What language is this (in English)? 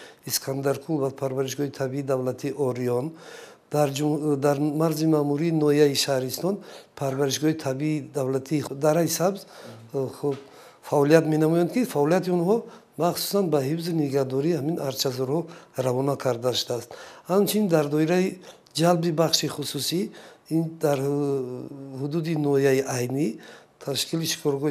Tajik